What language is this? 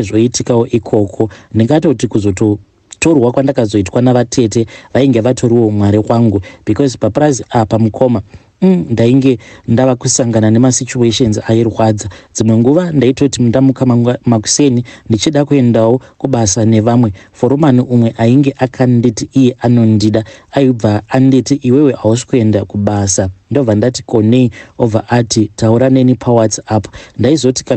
Shona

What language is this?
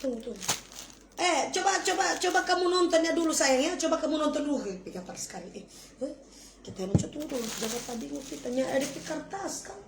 Manado Malay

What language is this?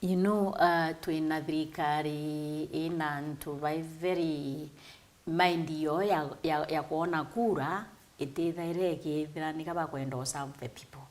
Meru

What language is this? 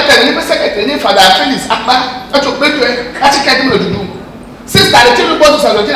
Ewe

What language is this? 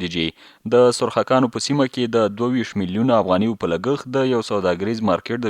Pashto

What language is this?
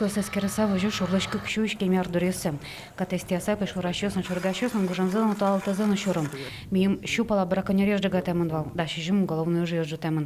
Udmurt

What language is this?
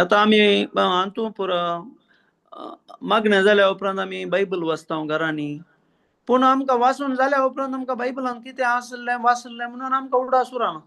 Konkani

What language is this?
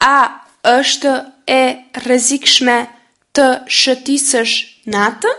Albanian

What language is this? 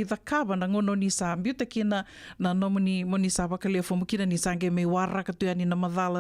Fijian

